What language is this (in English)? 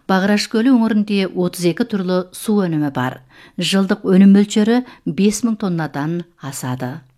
Kazakh